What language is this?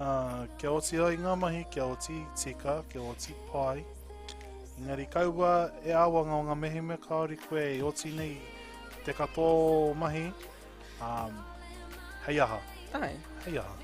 Māori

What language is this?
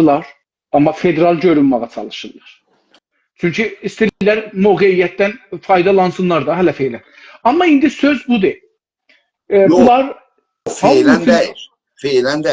South Azerbaijani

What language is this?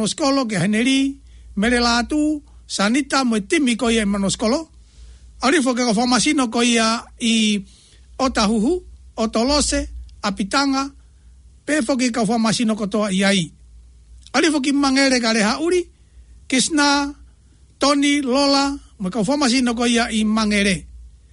Tongan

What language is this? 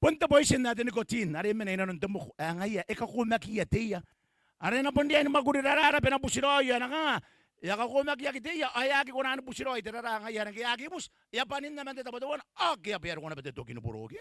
Gilbertese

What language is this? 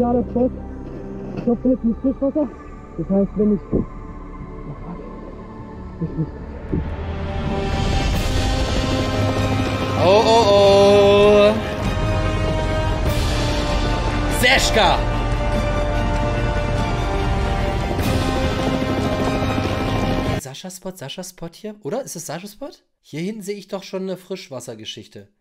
German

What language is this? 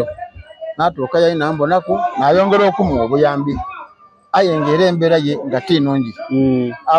Soga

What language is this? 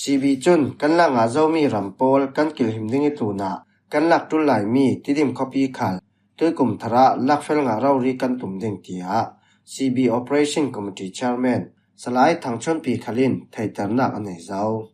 Falam Chin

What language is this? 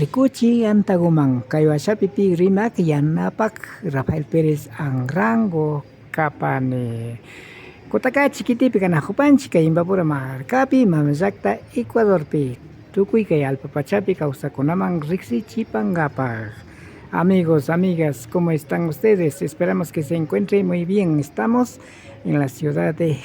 Imbabura Highland Quichua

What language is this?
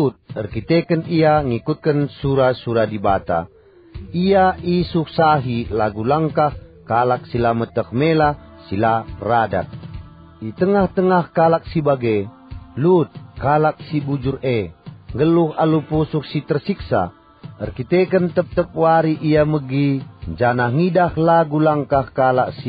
Batak Karo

